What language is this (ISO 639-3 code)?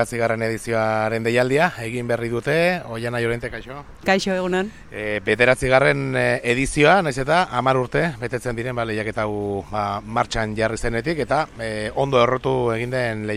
eus